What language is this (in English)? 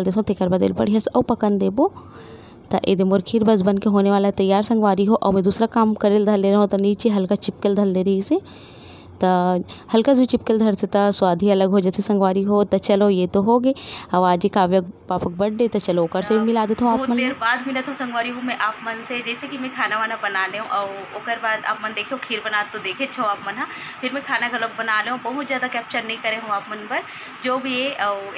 Chhattisgarhi